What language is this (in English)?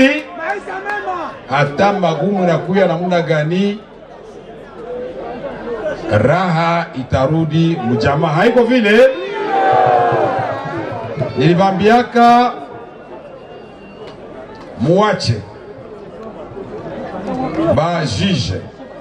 Swahili